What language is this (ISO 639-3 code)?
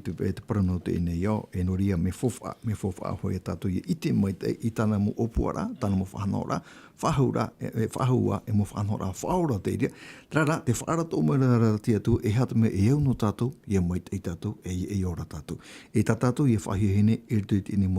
tah